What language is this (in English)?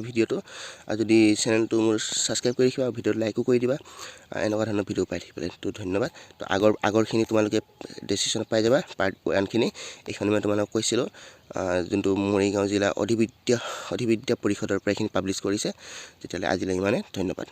Assamese